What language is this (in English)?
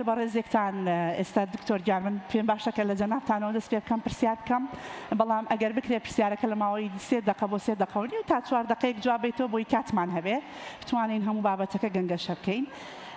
Central Kurdish